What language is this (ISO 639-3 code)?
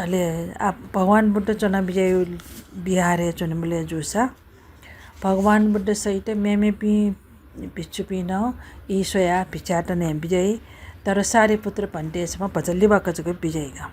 new